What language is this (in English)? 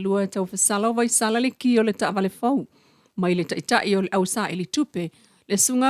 Samoan